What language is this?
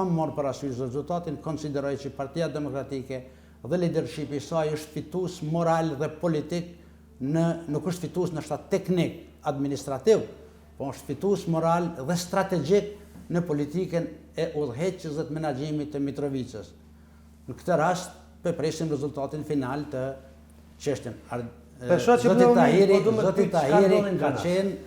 Albanian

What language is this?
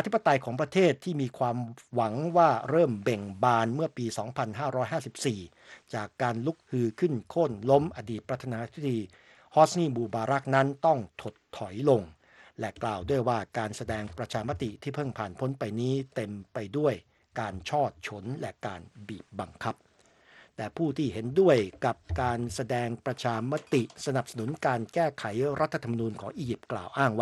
Thai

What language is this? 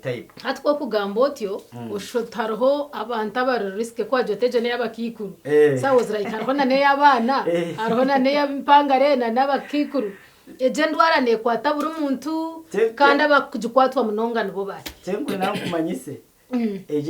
Nyankole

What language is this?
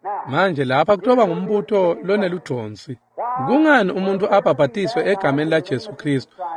Swati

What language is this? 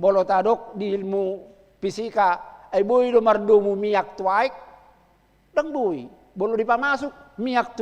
Batak Toba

